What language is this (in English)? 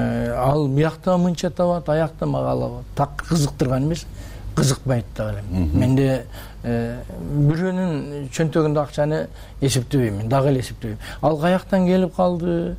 Kyrgyz